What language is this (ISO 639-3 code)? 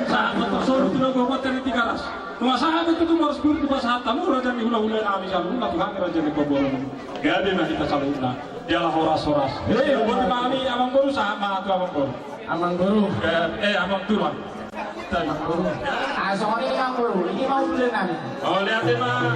bbc